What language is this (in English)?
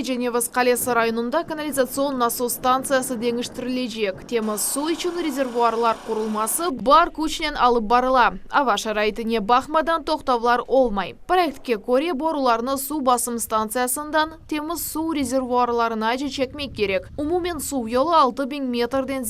Crimean Tatar